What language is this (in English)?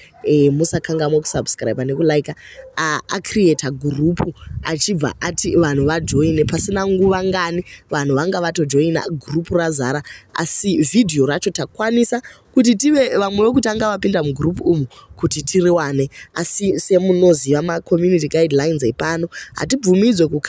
Shona